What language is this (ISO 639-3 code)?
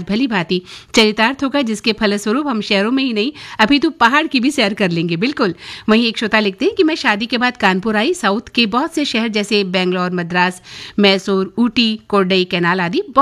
hin